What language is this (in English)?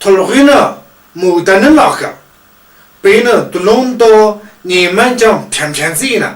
Tu